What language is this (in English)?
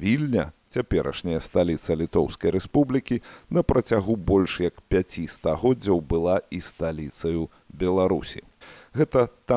Belarusian